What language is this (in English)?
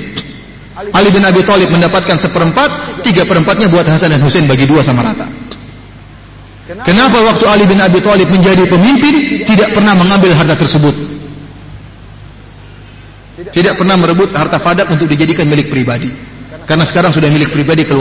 Indonesian